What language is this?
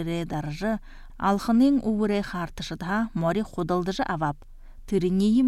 Buriat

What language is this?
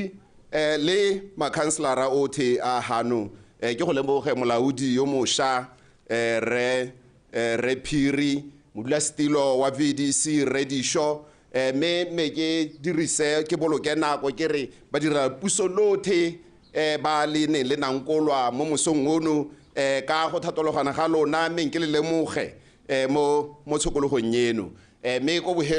Tswana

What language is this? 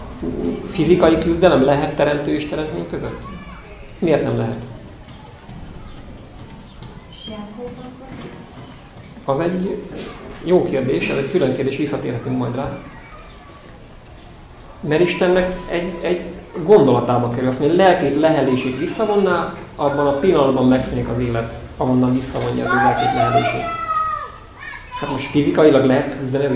Hungarian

